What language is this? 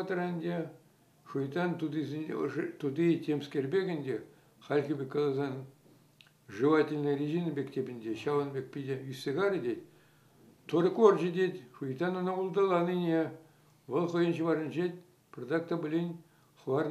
Chuvash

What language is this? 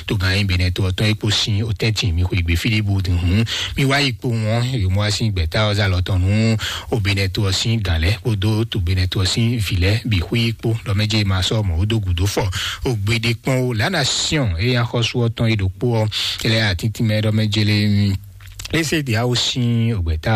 Fon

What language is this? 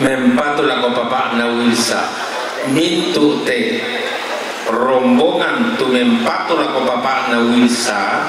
Toraja-Sa'dan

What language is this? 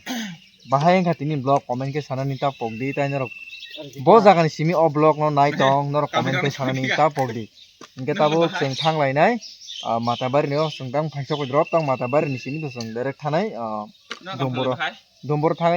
Kok Borok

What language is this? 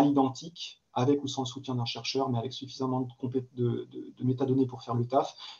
French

